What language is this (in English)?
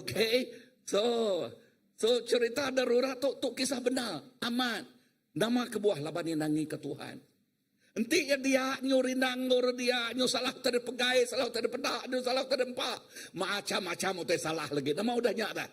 Iban